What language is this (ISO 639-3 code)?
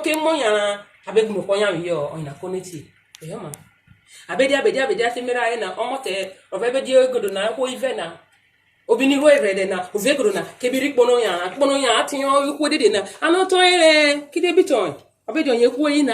urh